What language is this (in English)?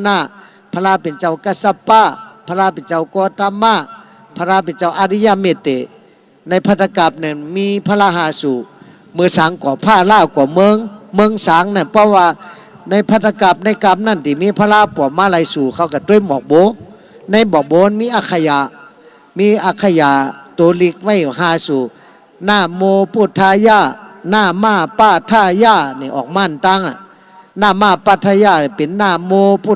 Shan